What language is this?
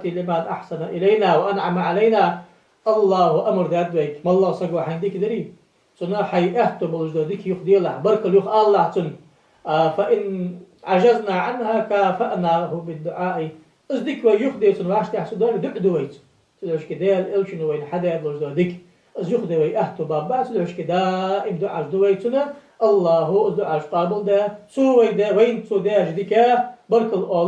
Ingush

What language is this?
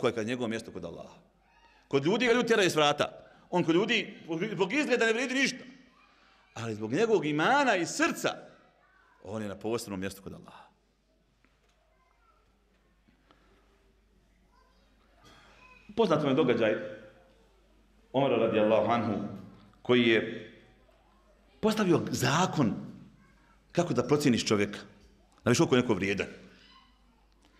Bosnian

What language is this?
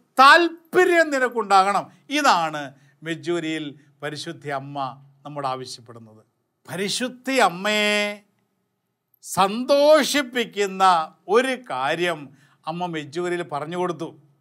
Malayalam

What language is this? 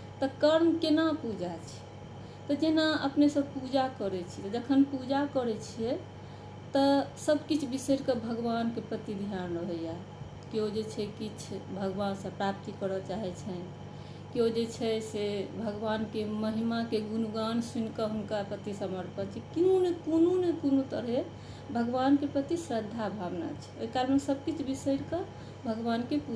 Maithili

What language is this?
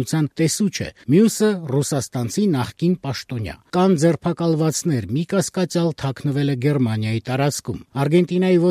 Armenian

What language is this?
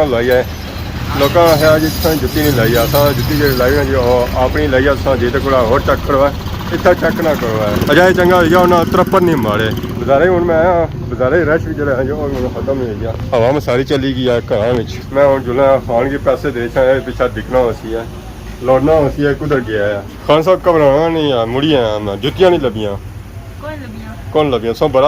Pahari-Potwari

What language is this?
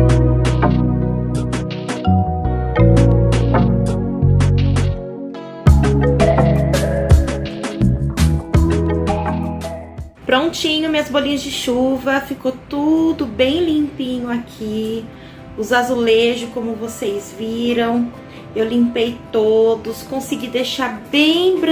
Portuguese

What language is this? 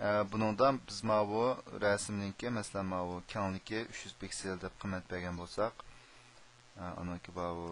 Uyghur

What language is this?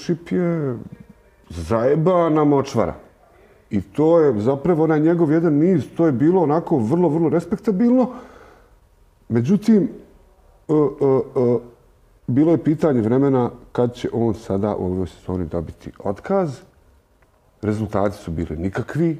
Croatian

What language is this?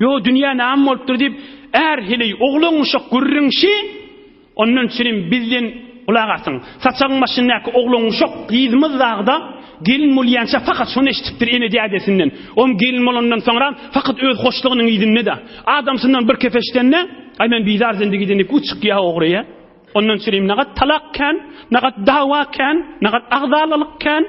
Turkmen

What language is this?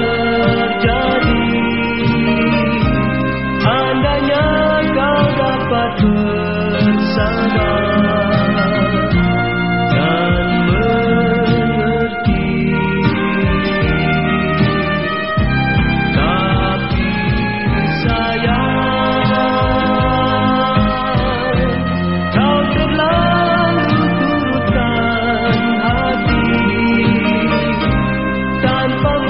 Malay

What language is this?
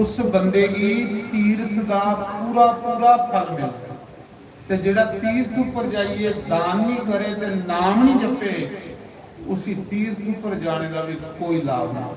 Dogri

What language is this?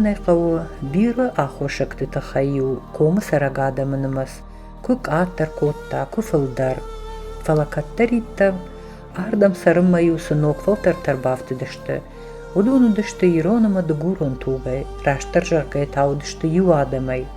Ossetic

